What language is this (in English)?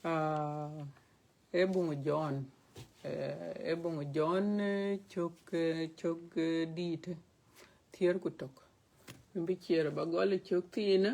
Dinka